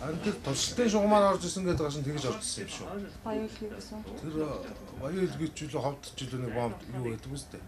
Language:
Mongolian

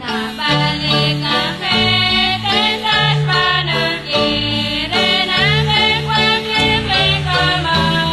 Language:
Kekchí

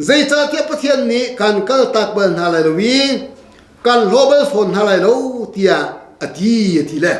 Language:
Hakha Chin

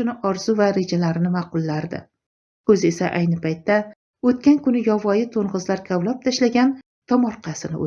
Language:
Uzbek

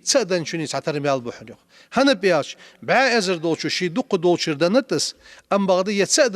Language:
Ingush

